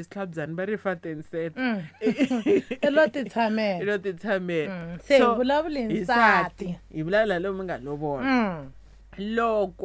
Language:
Tsonga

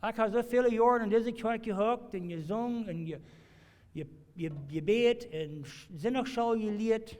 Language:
Plautdietsch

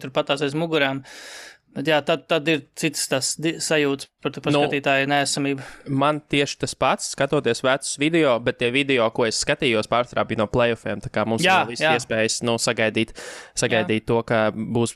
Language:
Latvian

